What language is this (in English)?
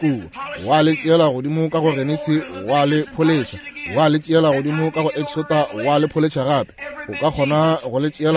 Northern Sotho